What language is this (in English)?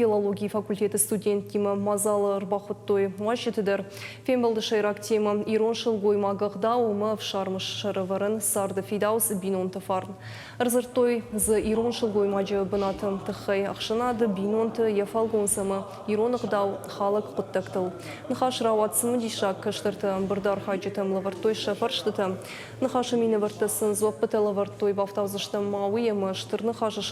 Ossetic